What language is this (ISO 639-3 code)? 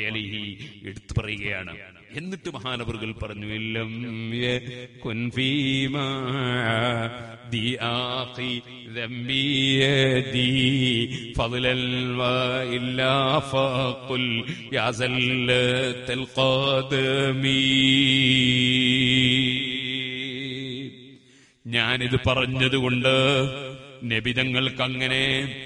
mal